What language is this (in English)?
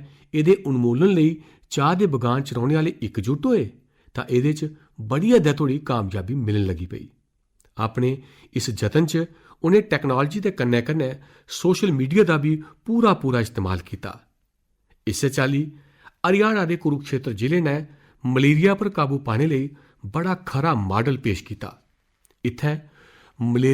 Dogri